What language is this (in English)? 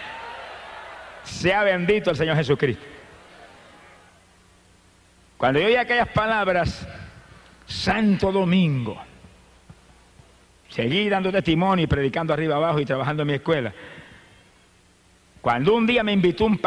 Spanish